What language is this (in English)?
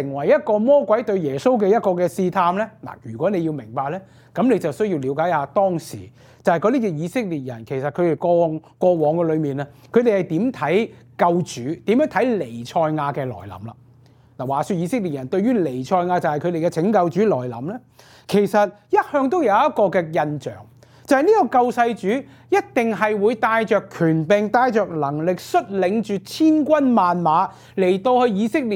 Cantonese